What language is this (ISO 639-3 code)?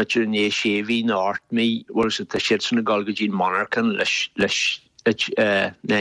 gle